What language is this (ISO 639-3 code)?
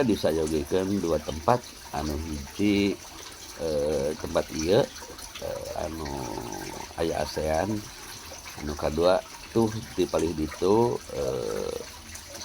sun